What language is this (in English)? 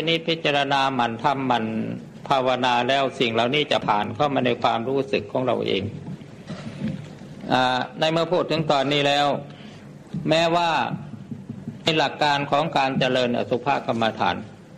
Thai